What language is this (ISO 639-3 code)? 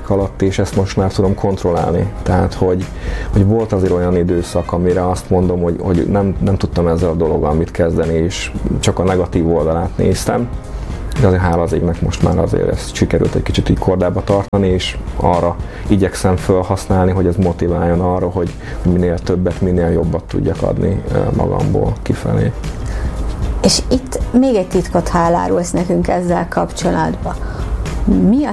hun